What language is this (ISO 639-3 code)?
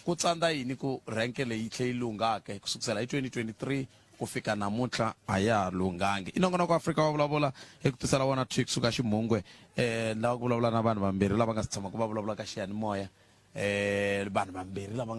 tso